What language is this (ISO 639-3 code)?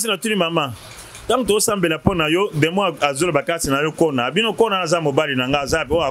lin